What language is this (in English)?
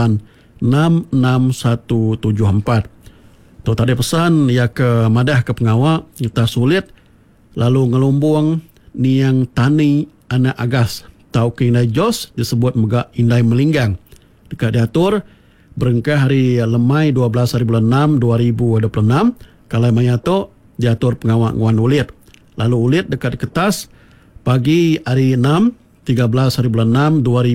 Iban